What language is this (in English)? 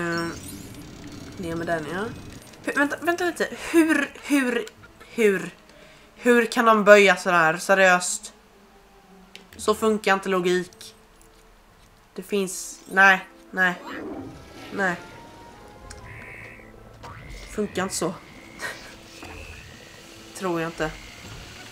Swedish